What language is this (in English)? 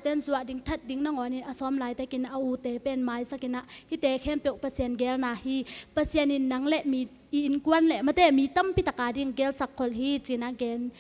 Tedim Chin